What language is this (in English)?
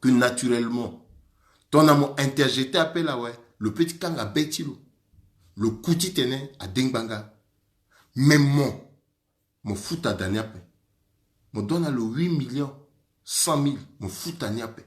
Sango